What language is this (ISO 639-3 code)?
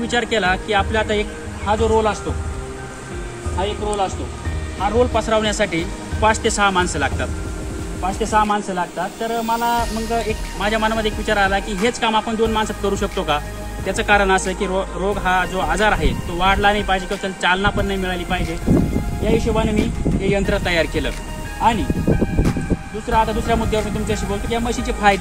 mar